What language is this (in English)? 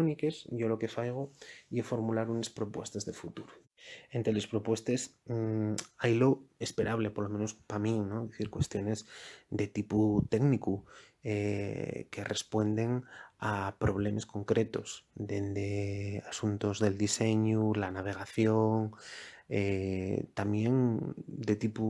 Asturian